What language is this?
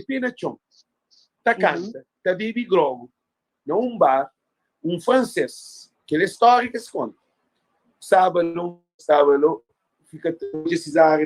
Kabuverdianu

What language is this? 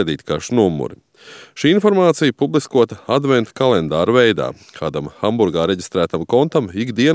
Latvian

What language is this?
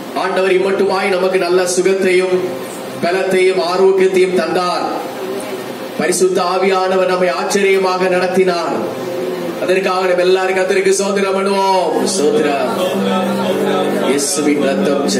Tamil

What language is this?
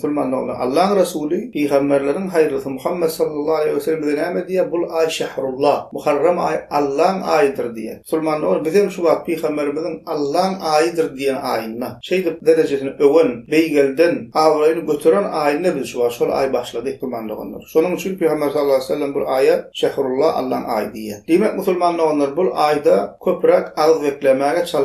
Turkmen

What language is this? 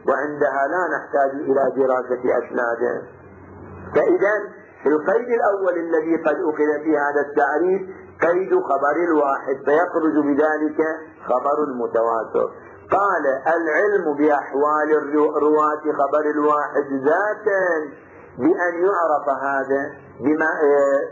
Arabic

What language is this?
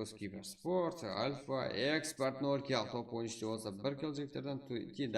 Kara-Kalpak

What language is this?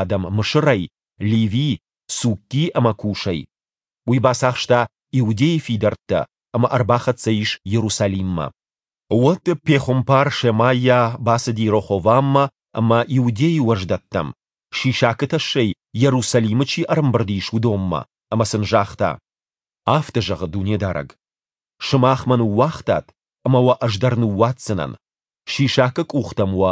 Ossetic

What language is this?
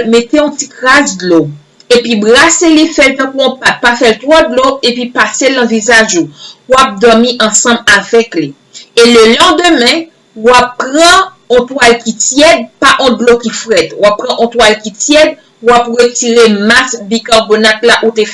Haitian Creole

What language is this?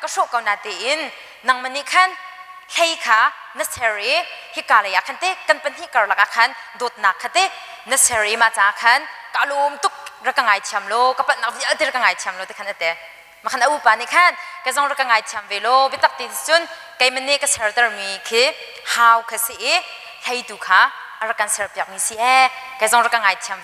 Hakha Chin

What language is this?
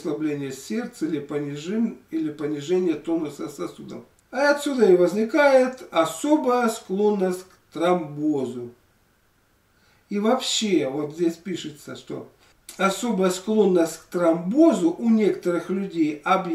Russian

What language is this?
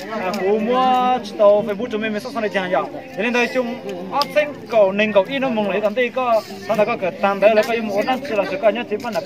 Hmong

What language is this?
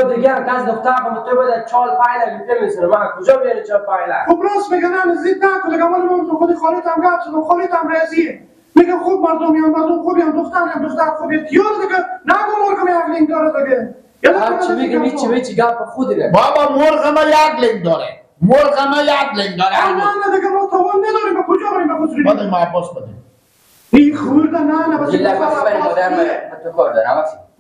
Persian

